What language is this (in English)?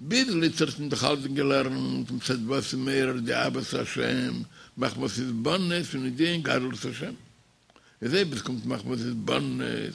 Yiddish